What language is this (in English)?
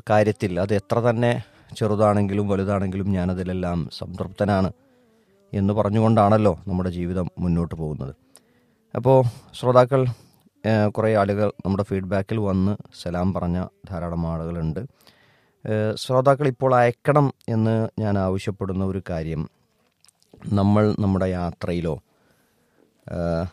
Malayalam